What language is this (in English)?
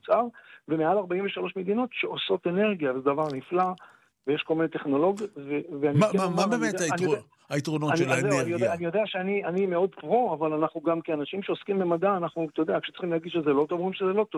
Hebrew